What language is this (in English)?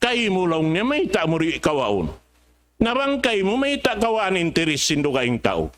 Tausug